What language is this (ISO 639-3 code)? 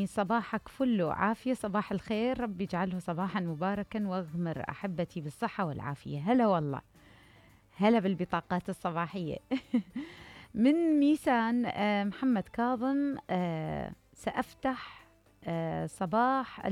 acm